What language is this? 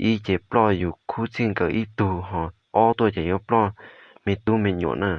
Hmong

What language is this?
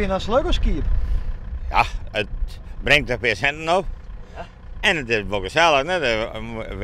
Western Frisian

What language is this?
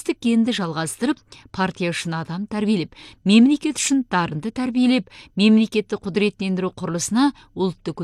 Kazakh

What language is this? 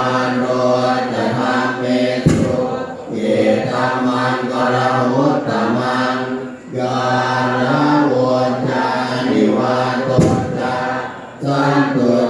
Pali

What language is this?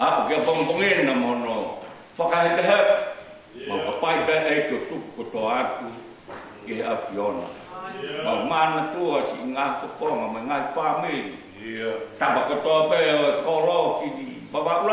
Tongan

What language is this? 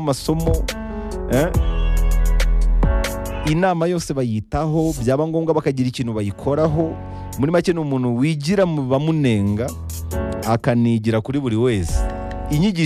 Kinyarwanda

